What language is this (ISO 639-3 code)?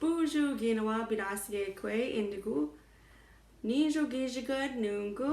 ciw